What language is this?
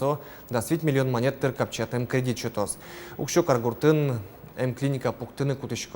Udmurt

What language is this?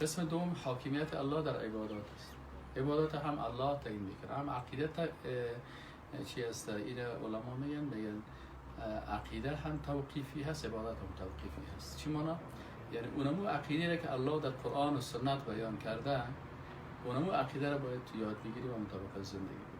Persian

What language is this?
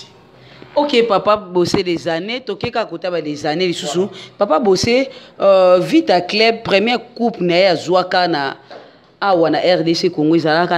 Lingala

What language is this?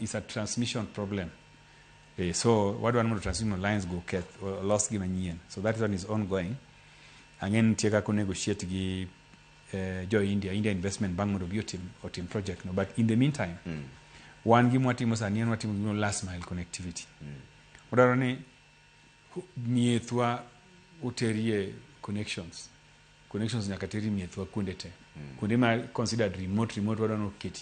Luo (Kenya and Tanzania)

